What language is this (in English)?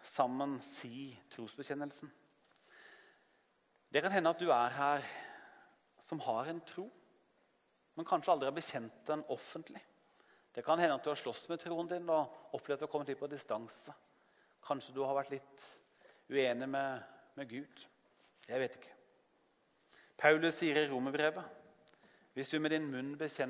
Norwegian